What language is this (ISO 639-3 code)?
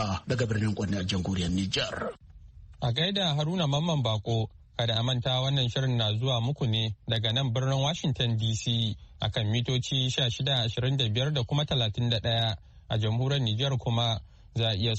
hau